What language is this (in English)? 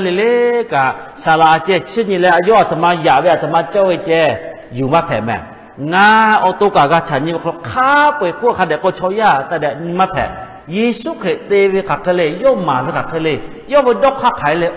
Lahu